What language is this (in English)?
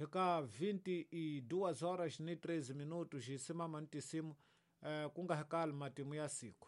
Tsonga